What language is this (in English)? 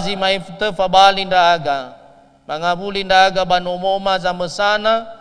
Nias